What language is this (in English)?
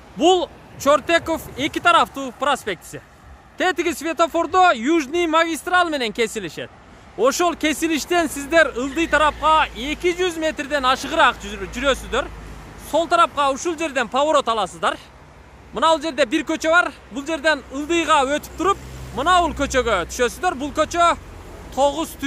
Kyrgyz